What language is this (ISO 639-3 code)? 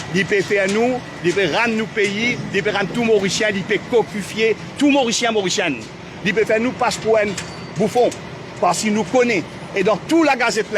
mfe